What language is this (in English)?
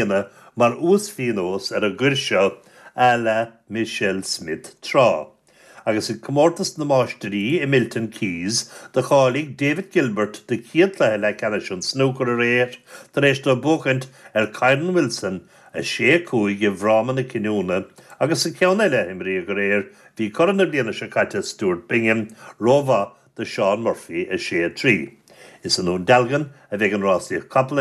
Irish